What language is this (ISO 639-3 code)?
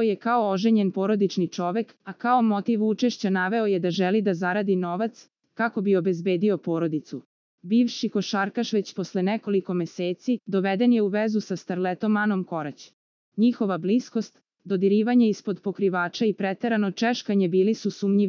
srp